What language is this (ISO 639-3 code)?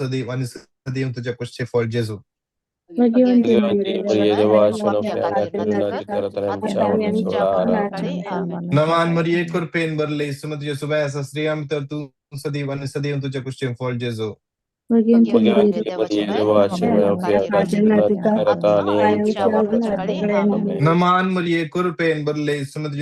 kok